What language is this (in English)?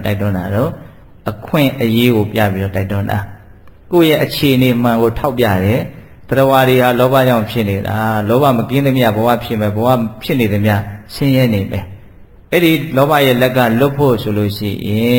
Burmese